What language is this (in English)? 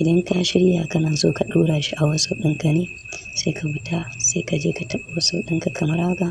Hausa